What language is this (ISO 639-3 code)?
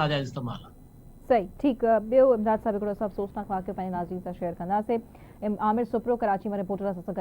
snd